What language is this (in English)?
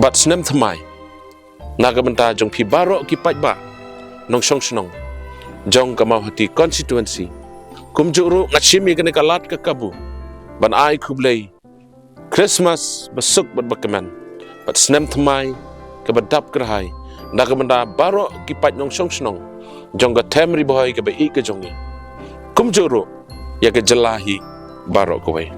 Khasi